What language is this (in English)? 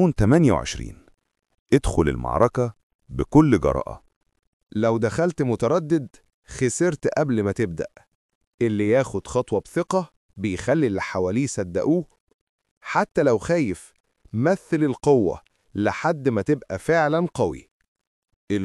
Egyptian Arabic